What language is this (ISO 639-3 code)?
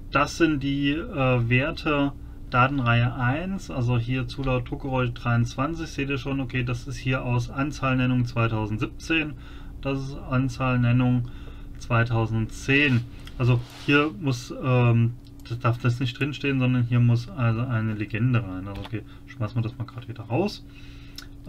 deu